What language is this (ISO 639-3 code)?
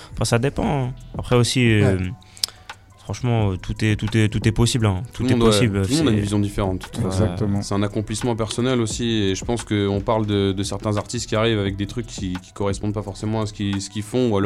fra